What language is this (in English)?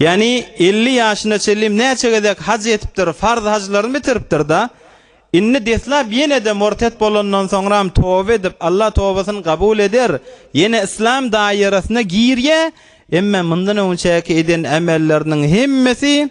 Turkmen